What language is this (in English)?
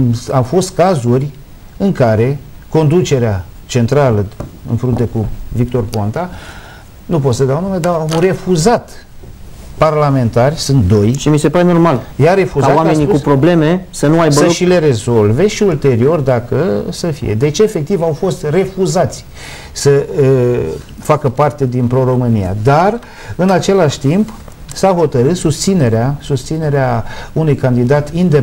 Romanian